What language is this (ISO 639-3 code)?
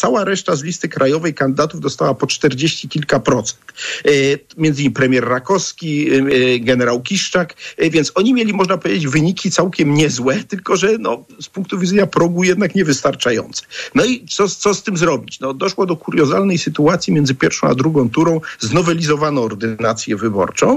pol